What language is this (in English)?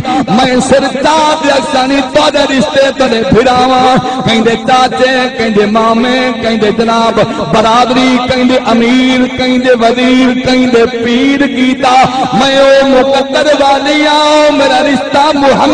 Saraiki